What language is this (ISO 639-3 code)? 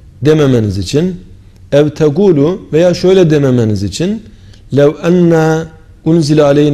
tur